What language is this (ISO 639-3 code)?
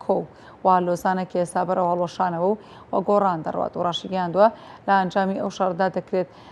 ckb